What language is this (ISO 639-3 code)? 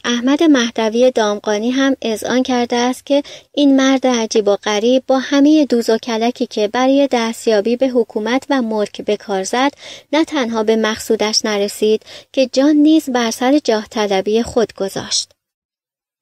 fas